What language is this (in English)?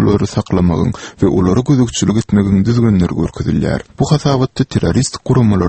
Turkmen